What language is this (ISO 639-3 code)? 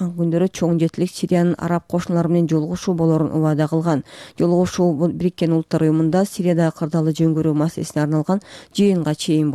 kir